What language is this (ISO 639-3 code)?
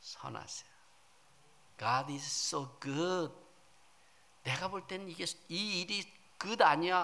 kor